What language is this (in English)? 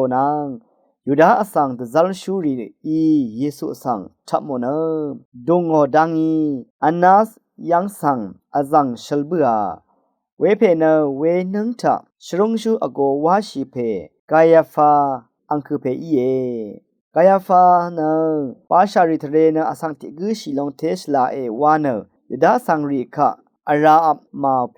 Rawang